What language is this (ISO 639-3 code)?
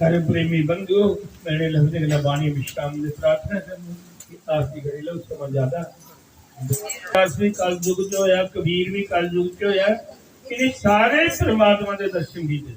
doi